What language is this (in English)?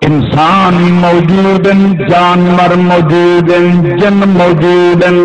Saraiki